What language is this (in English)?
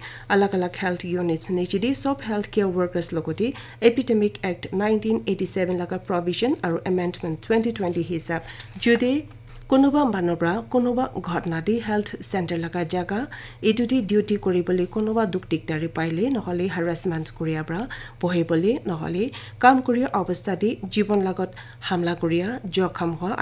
Naga Pidgin